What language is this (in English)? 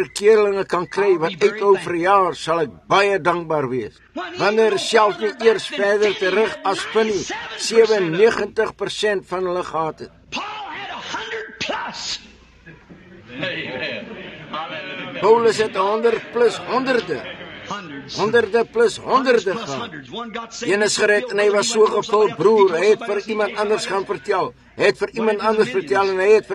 Afrikaans